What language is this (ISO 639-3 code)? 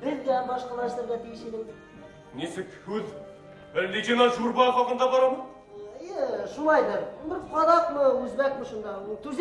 bak